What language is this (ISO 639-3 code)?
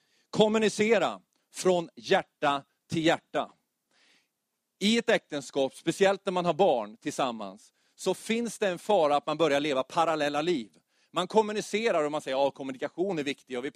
swe